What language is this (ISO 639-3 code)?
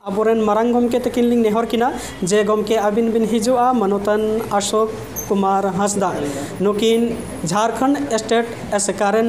sat